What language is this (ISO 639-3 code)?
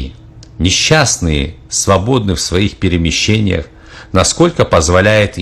rus